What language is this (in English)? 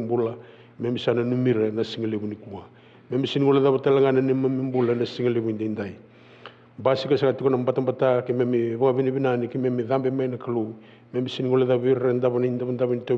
Fijian